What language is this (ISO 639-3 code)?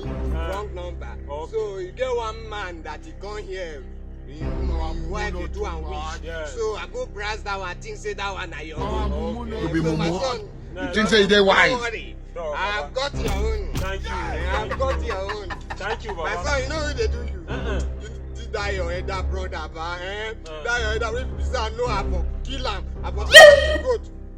pcm